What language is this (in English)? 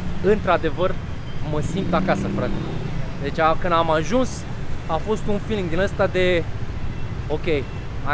Romanian